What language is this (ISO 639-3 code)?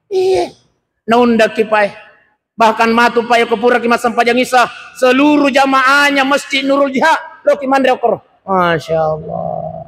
bug